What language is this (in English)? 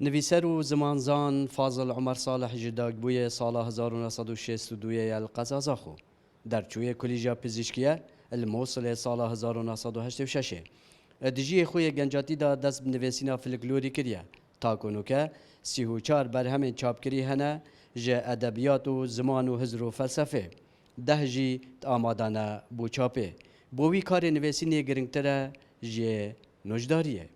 Kurdish